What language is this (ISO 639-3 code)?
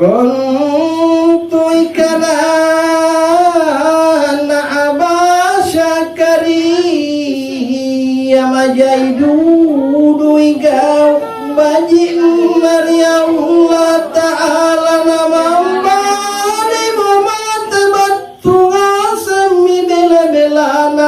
mak